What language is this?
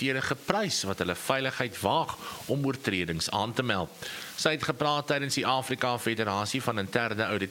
Afrikaans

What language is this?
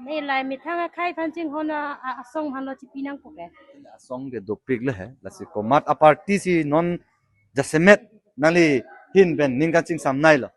Karbi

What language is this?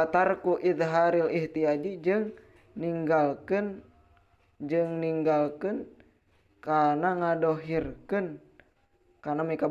Sundanese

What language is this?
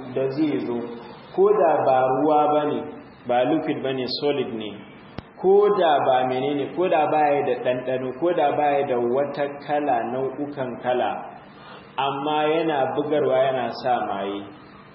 Hausa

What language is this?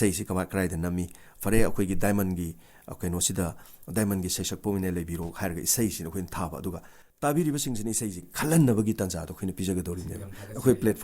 Manipuri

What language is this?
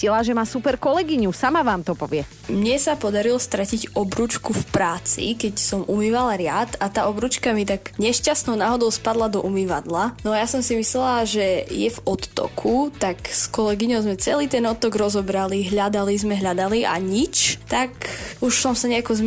Slovak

